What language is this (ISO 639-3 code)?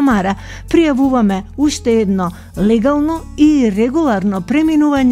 mkd